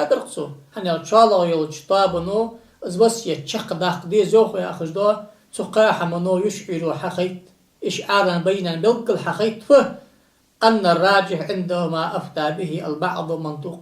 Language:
Ingush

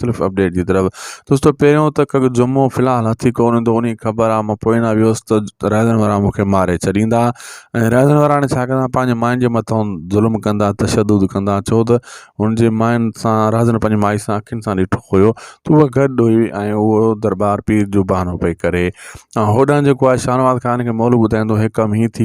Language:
Sindhi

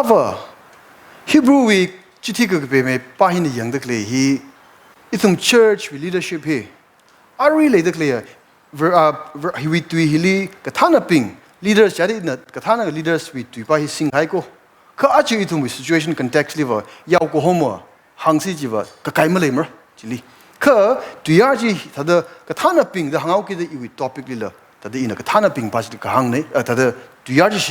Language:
Tangkhul Naga (India)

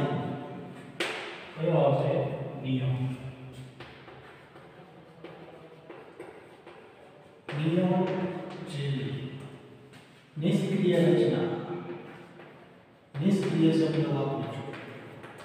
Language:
Gujarati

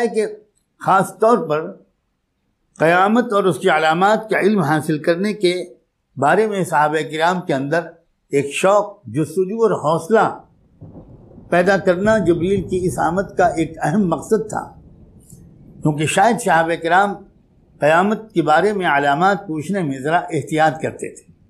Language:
Urdu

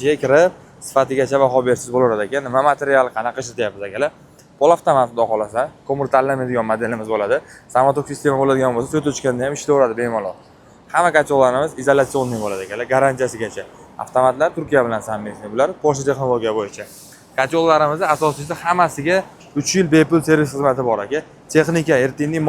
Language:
Uzbek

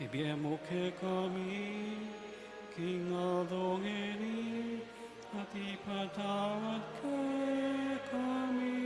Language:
Pampanga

